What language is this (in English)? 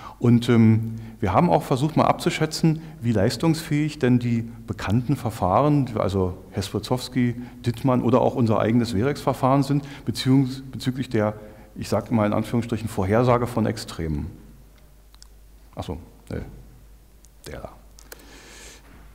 German